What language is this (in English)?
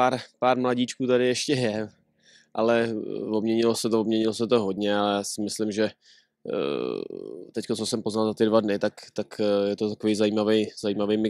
Czech